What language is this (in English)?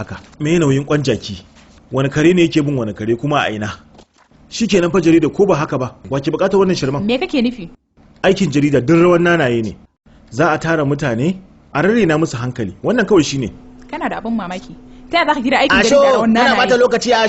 Hausa